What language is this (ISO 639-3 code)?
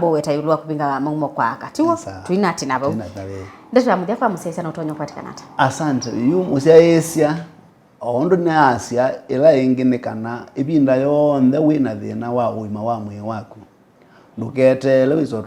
kam